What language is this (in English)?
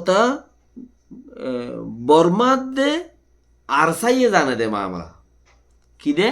Rohingya